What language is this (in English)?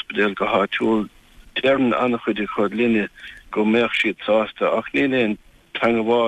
Irish